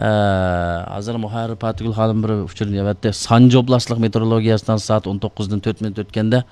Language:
Uyghur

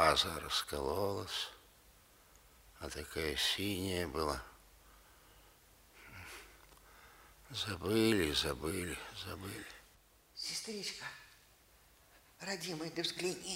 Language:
Russian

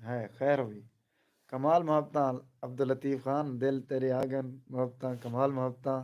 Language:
Saraiki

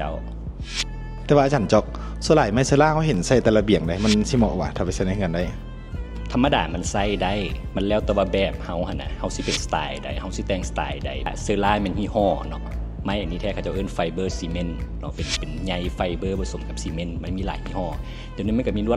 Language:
Lao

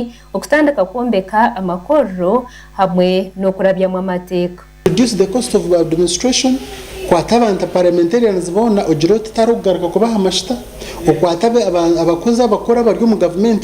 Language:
Nyankole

